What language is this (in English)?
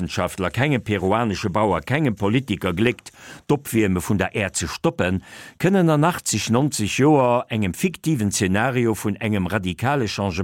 Luxembourgish